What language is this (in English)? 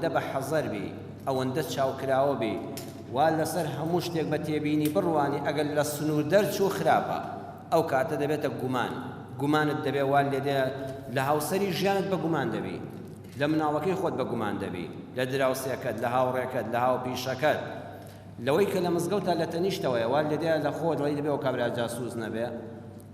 Central Kurdish